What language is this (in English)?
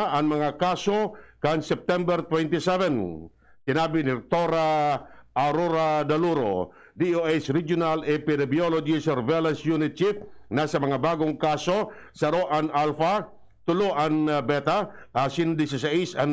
Bikol